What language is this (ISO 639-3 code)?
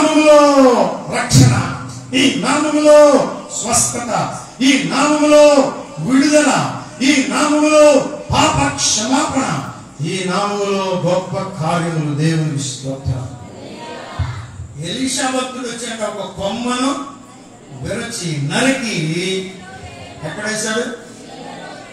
tel